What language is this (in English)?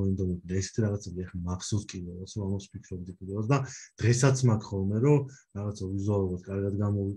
Georgian